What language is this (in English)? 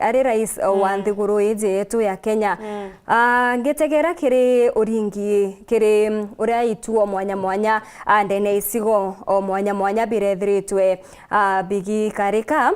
Meru